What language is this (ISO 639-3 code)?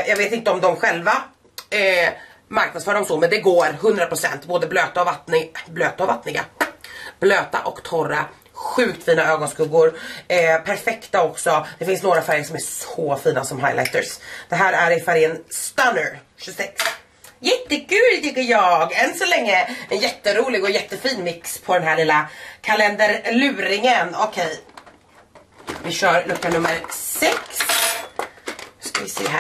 swe